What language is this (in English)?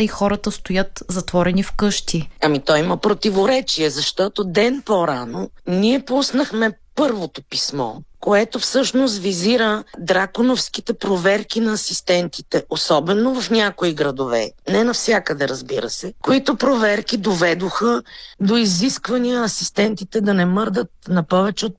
Bulgarian